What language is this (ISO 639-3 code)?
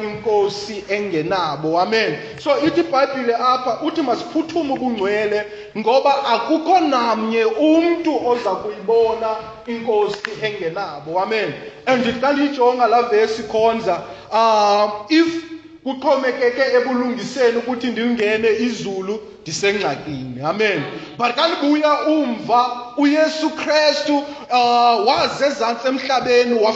xho